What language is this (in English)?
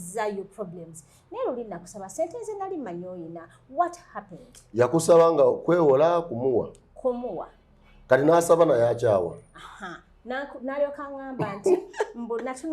Ganda